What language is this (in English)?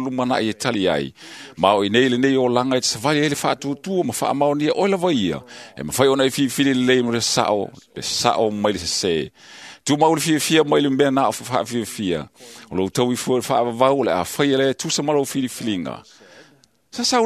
Samoan